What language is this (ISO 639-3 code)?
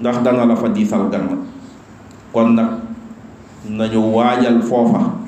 wol